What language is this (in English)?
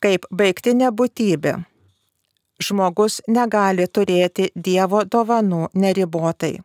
Lithuanian